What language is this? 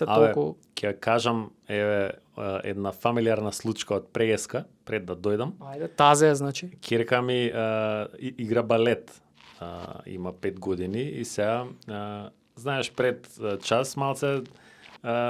Macedonian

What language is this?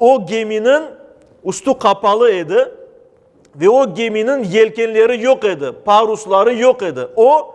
Crimean Tatar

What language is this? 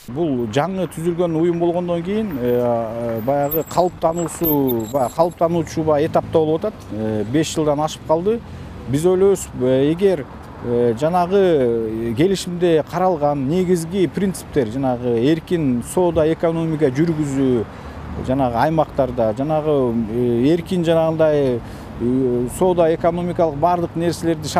Kyrgyz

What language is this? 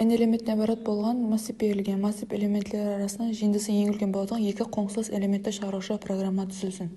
Kara-Kalpak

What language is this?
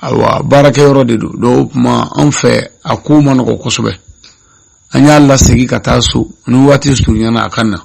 Bambara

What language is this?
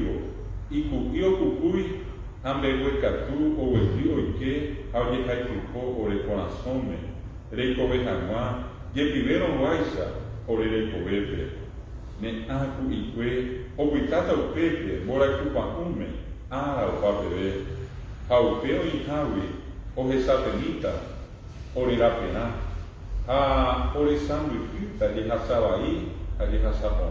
Guarani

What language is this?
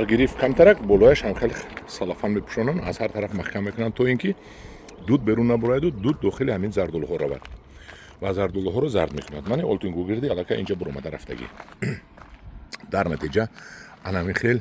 Tajik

